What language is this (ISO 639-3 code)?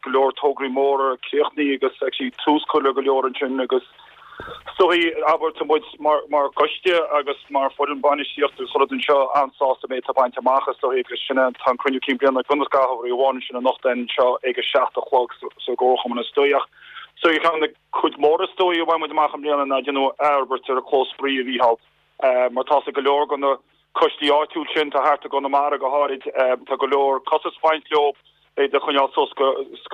gle